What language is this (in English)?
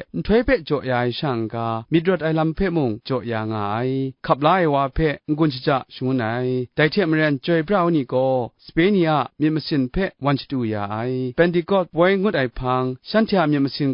Kachin